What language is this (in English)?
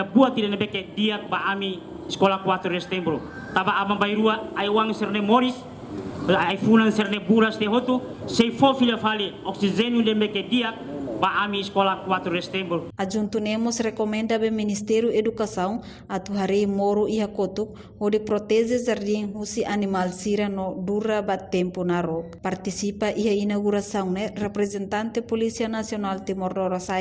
Tetum